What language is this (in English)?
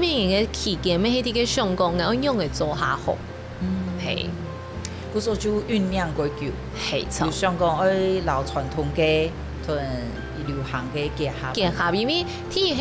Hakka Chinese